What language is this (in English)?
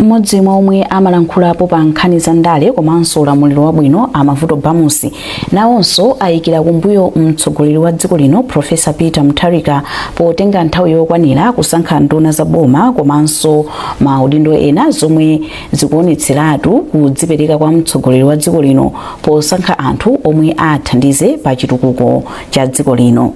Nyanja